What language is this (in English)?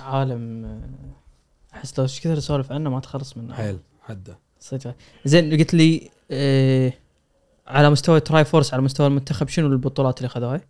Gulf Arabic